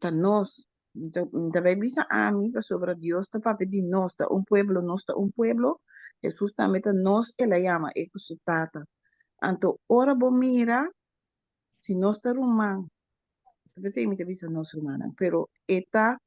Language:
Papiamento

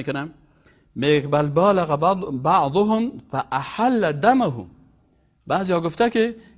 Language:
Persian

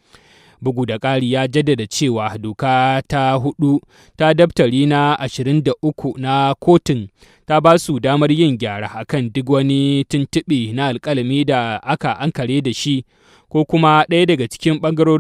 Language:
Hausa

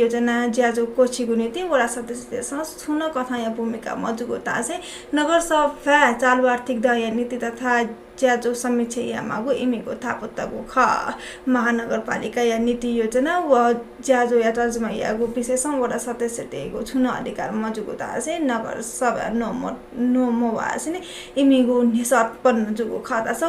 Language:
Newari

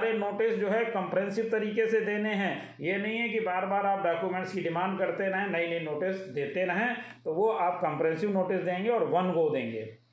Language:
Hindi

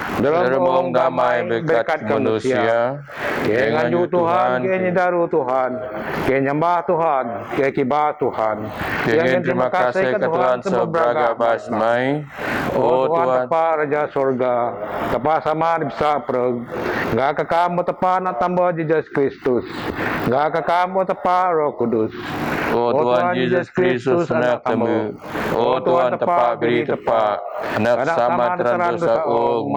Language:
Biatah Bidayuh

